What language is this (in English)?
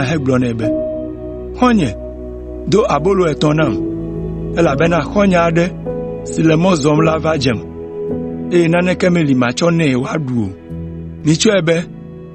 Ewe